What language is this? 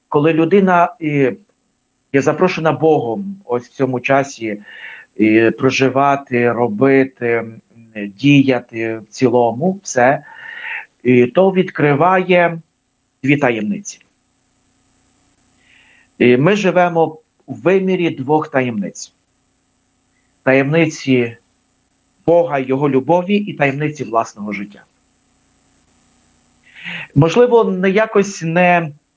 Ukrainian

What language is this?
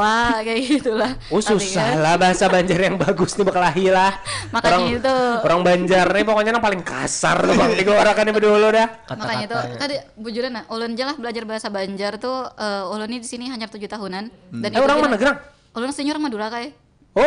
Banjar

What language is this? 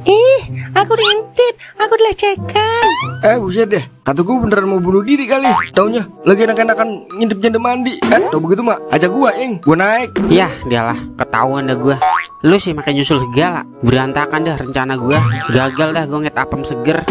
Betawi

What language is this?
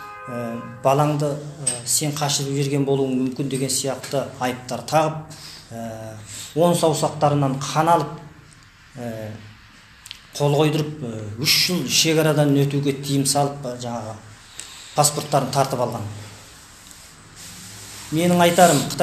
Kazakh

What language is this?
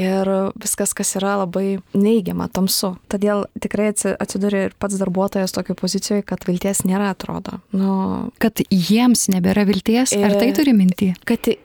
Lithuanian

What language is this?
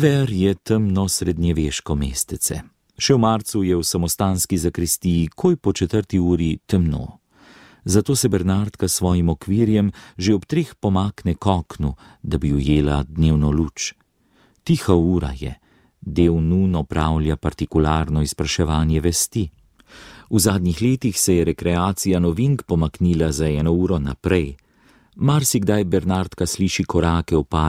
Slovenian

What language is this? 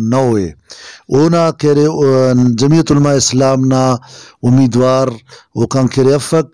Brahui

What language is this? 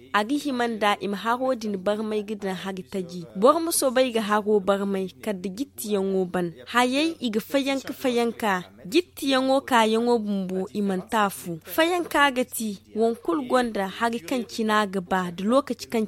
Zarma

